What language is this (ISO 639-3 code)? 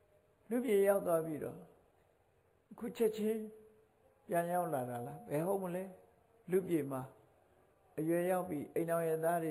mya